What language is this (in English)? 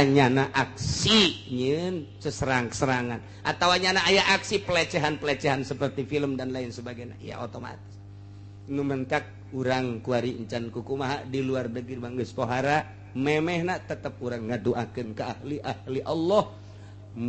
Sundanese